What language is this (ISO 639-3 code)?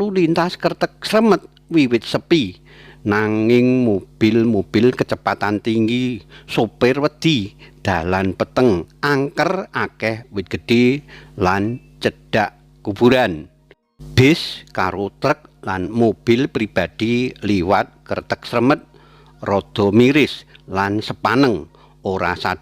jav